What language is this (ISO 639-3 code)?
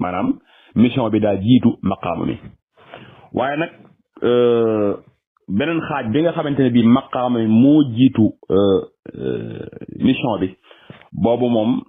wol